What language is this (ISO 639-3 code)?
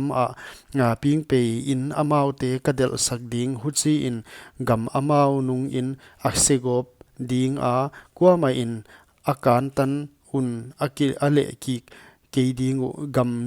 pck